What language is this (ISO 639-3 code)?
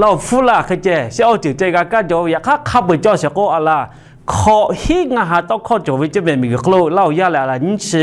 lhu